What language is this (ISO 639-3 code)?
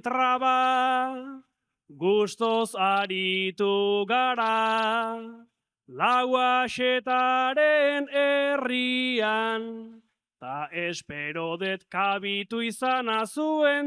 eus